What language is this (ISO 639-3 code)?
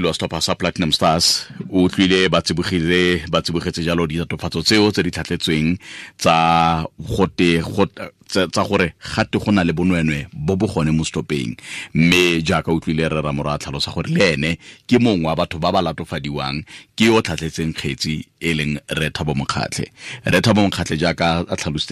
tsn